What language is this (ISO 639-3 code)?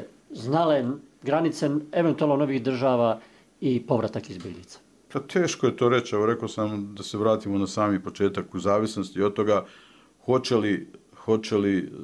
bos